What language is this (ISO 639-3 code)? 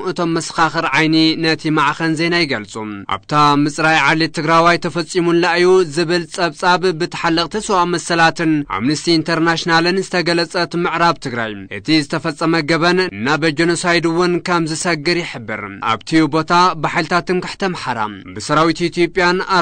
tir